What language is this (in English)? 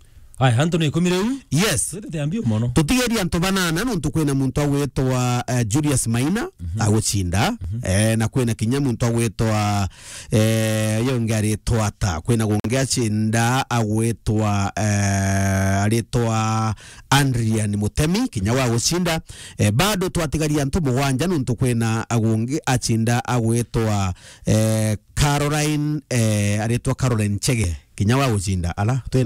Meru